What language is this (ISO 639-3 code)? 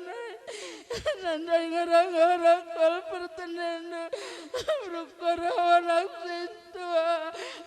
btx